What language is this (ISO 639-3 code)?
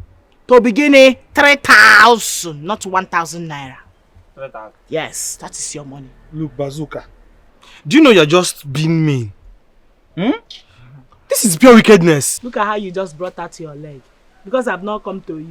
pcm